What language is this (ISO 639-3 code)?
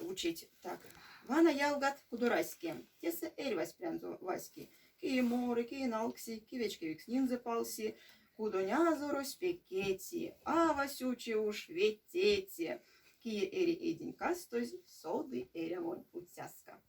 myv